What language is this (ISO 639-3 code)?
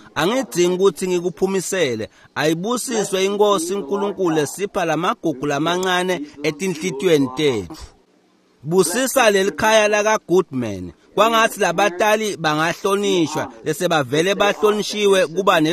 ssw